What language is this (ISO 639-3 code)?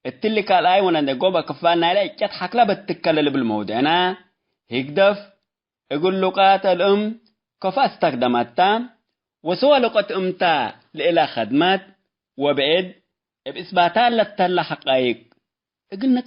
tig